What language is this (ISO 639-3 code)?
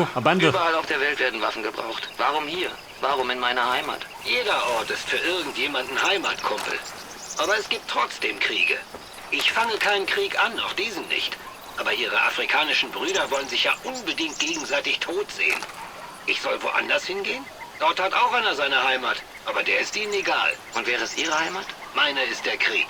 bar